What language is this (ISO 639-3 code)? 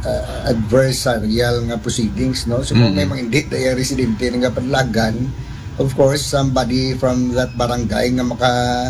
akl